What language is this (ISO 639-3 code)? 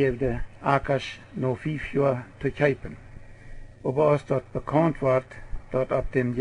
pdt